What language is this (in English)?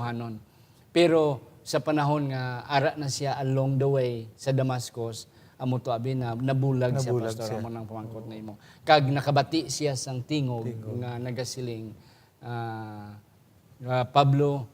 Hiligaynon